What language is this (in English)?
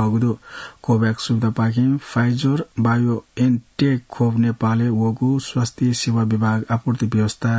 Newari